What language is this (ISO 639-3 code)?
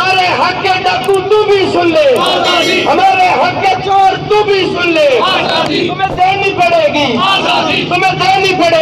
skr